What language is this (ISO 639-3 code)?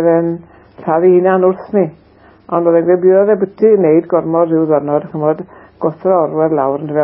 cym